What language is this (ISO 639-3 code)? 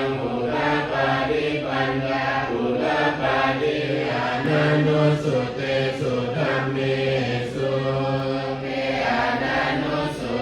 pli